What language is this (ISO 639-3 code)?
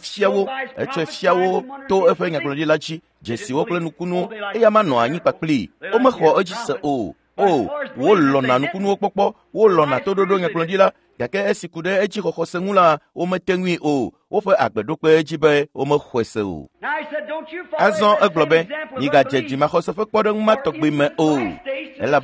ewe